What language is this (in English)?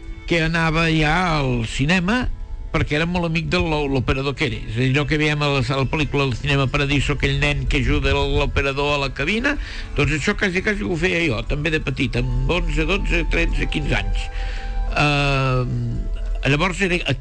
Catalan